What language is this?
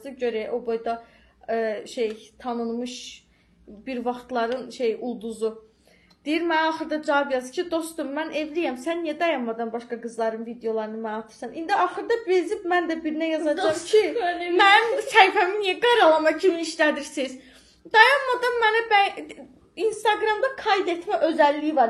Azerbaijani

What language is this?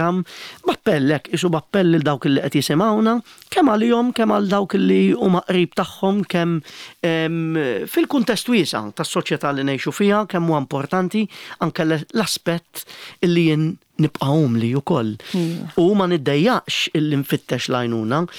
Maltese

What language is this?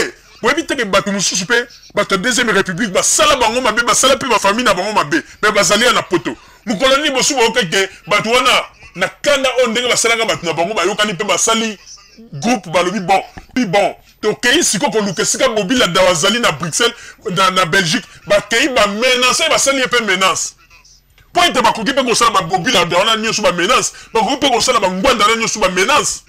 Lingala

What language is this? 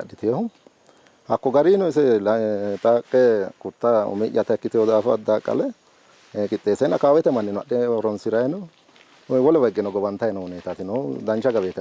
Sidamo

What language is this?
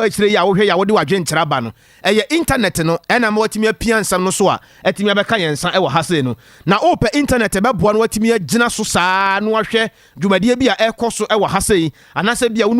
Akan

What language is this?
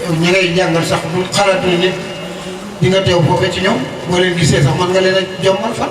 Wolof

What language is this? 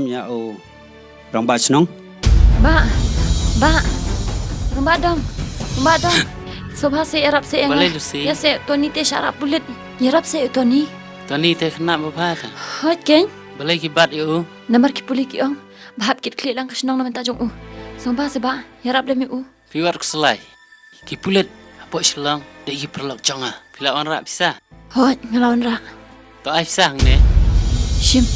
Khasi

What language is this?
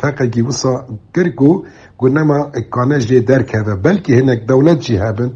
Kurdish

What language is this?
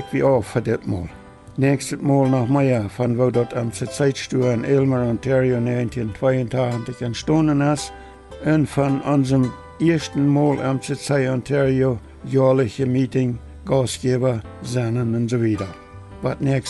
Plautdietsch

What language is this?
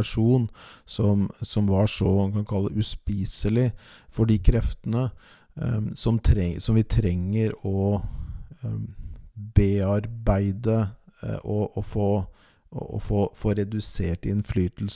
Norwegian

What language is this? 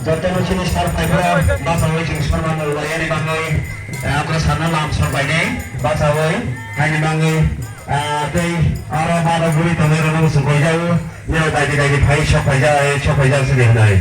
Kok Borok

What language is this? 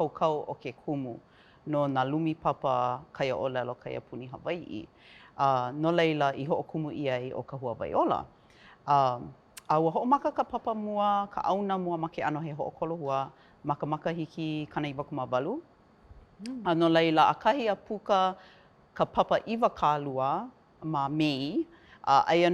Hawaiian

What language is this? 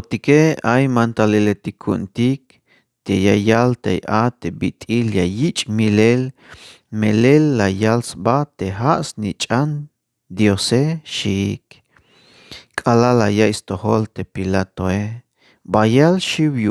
Tzeltal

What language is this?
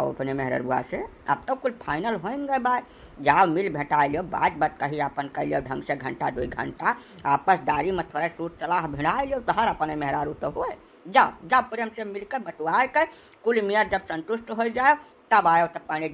Awadhi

